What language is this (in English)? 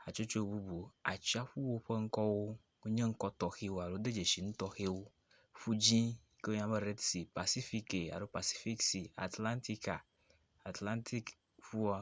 Ewe